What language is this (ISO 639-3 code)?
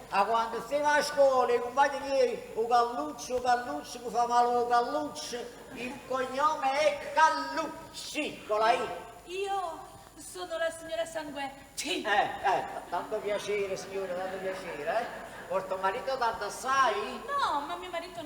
nap